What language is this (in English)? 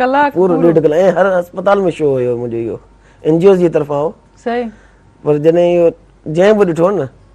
Sindhi